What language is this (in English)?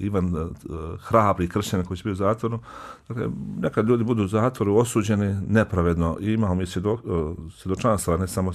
Bosnian